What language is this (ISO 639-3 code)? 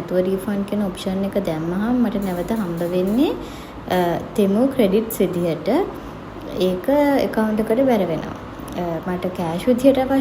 sin